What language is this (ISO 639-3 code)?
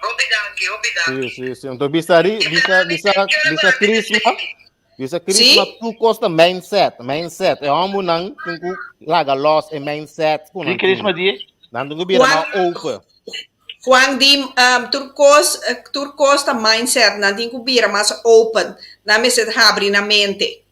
pap